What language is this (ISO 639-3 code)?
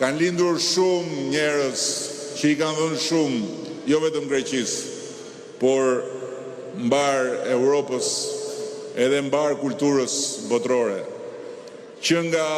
sqi